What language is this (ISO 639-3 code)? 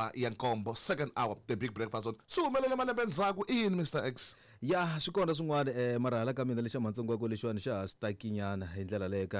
tso